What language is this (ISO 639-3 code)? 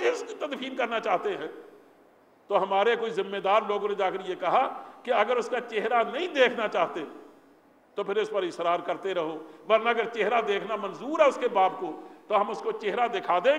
urd